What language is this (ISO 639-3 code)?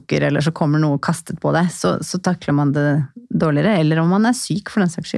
nor